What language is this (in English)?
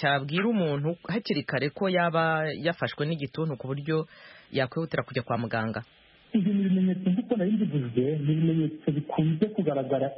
Kinyarwanda